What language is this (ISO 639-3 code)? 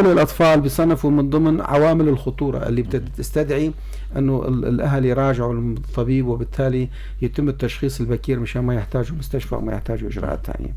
apc